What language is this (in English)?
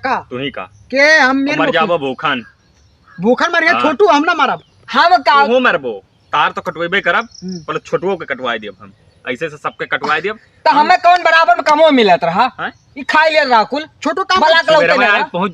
Awadhi